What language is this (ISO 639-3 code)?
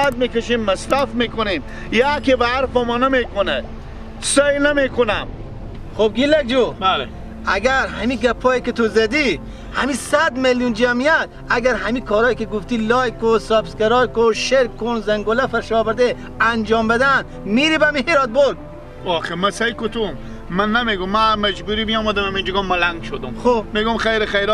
fas